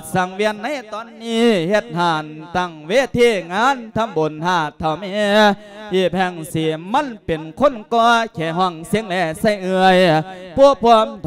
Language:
Lao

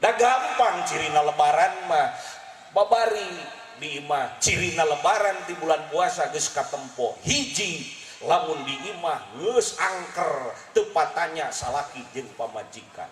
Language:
Sundanese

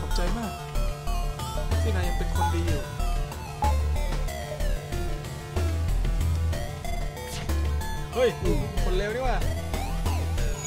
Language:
Thai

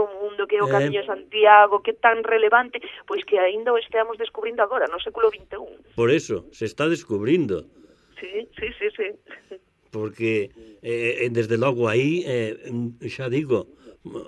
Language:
Galician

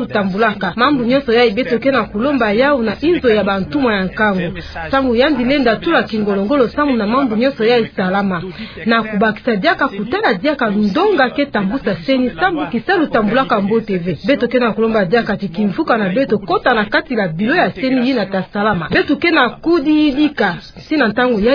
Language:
Kituba (Democratic Republic of Congo)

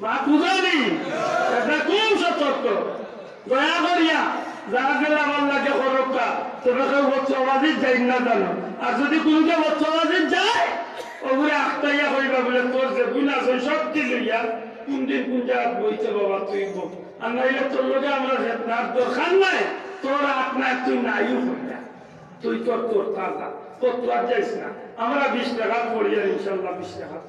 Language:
Sylheti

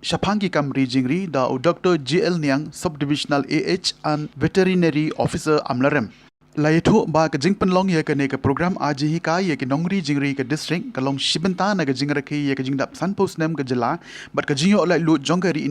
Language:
Khasi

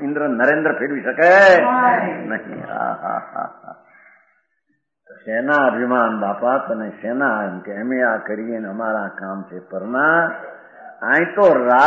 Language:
Gujarati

